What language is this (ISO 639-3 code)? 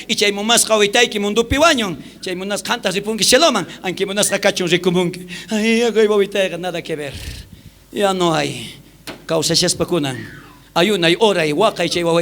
quh